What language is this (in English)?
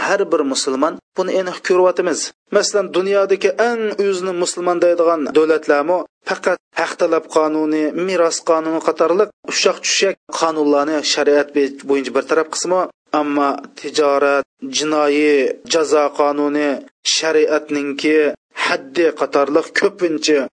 Uyghur